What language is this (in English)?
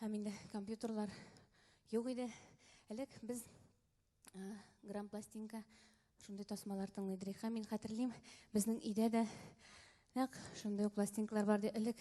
Tatar